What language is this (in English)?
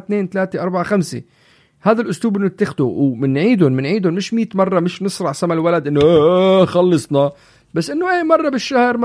North Levantine Arabic